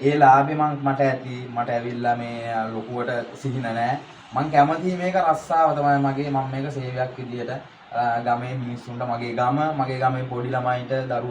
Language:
Sinhala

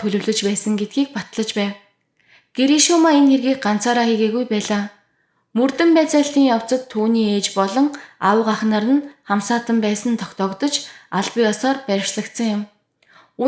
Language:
Mongolian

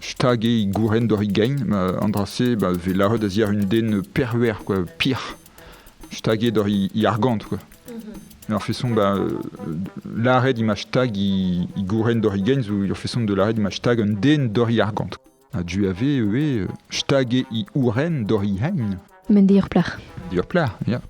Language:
Breton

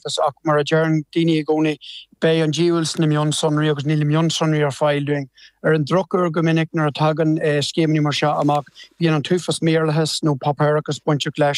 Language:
Irish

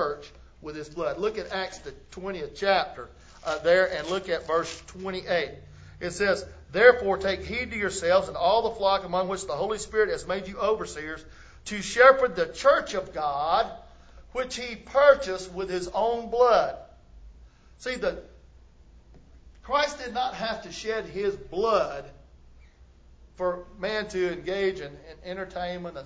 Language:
English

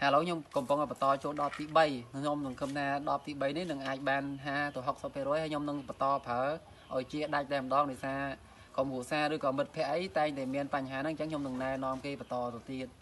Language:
Khmer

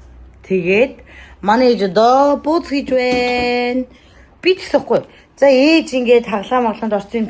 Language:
Mongolian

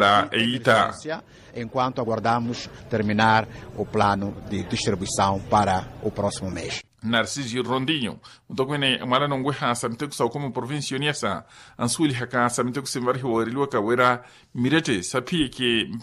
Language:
Makhuwa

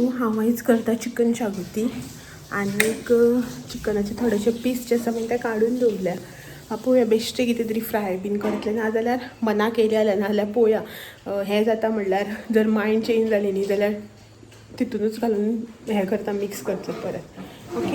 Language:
Konkani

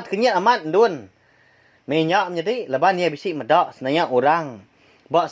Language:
Iban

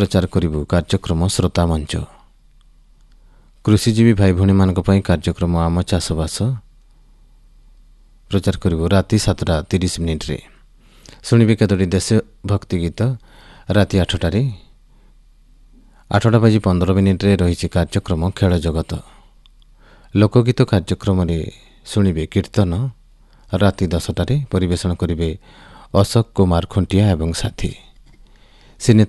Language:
Odia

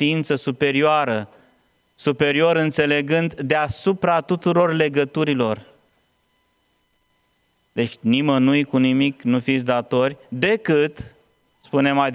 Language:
Romanian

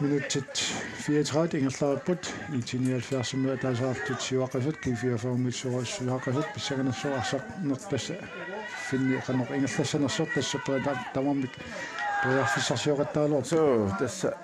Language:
Kalaallisut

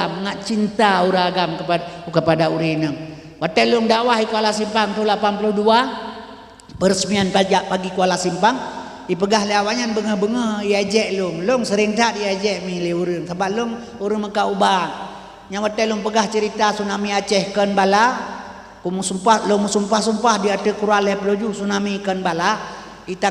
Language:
Achinese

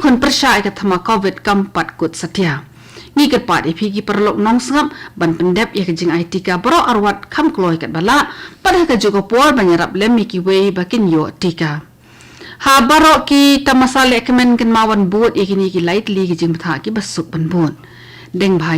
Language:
Khasi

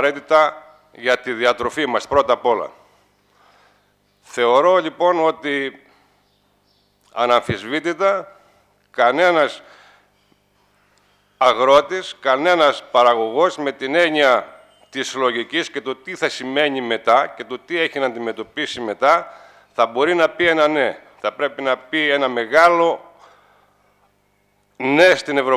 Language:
Greek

